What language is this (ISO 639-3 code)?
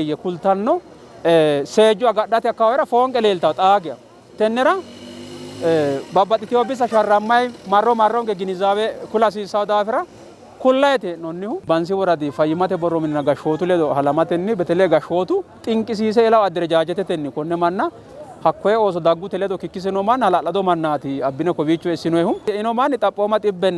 sid